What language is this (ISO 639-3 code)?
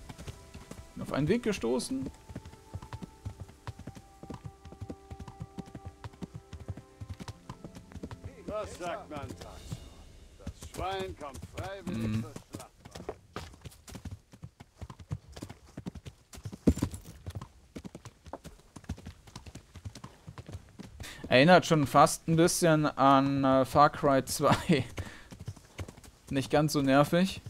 deu